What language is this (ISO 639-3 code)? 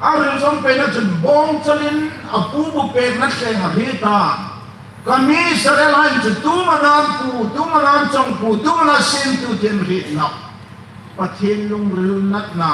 hmr